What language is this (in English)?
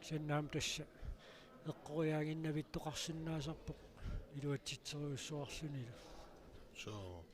Kalaallisut